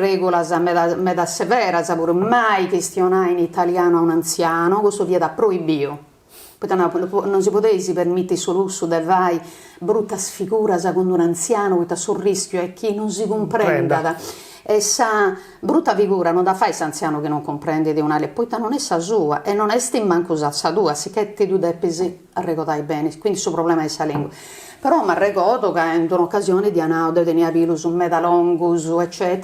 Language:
Sardinian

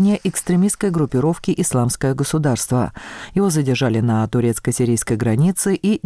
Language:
Russian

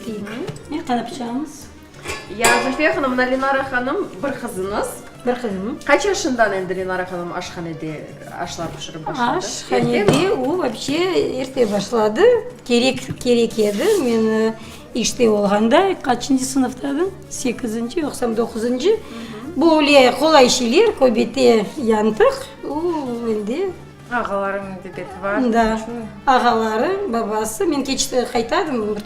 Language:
Crimean Tatar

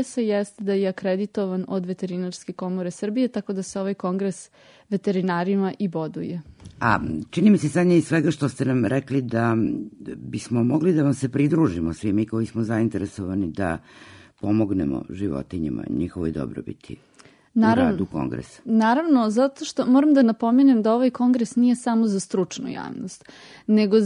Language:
Serbian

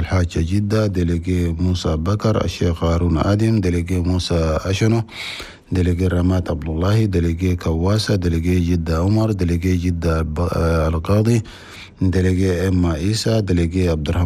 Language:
Chadian Arabic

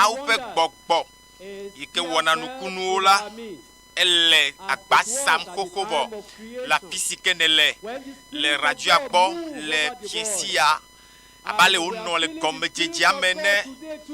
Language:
Ewe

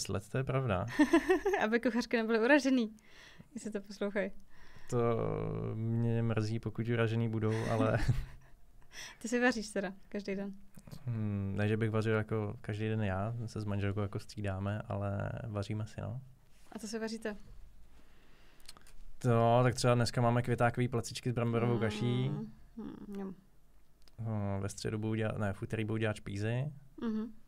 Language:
Czech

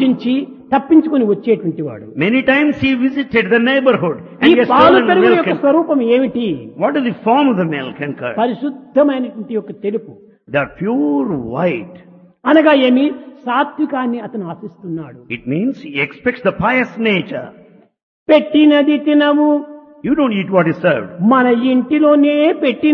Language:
Telugu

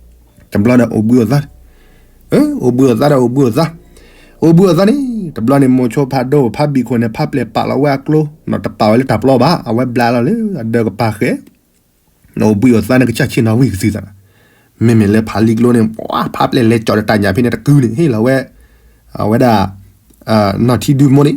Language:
S'gaw Karen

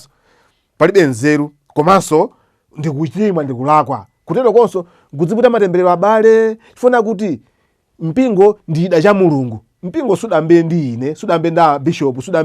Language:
Nyanja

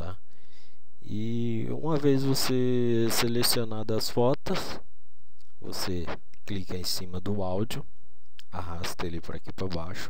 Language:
Portuguese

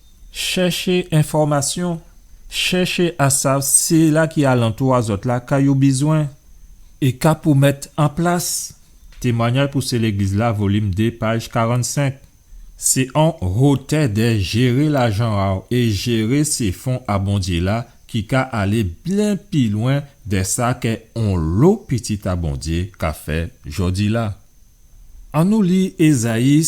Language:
Guadeloupean Creole French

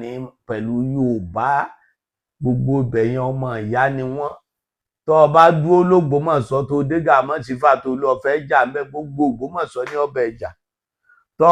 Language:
Yoruba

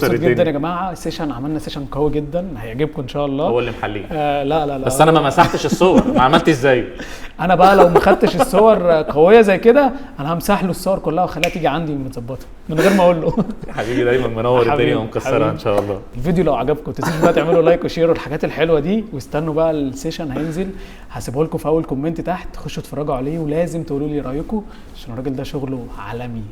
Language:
Egyptian Arabic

